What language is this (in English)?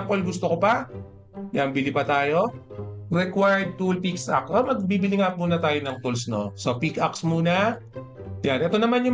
Filipino